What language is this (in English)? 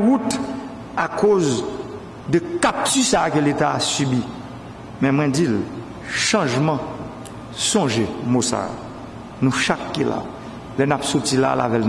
Haitian Creole